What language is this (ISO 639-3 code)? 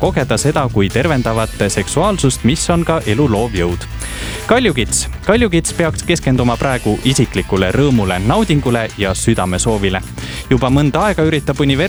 est